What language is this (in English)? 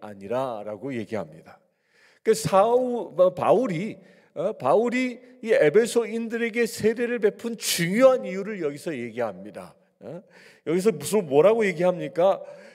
Korean